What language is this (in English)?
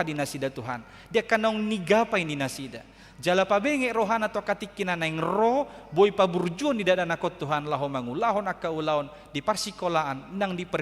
Batak Toba